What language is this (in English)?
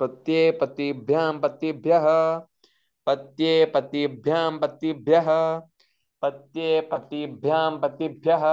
Sanskrit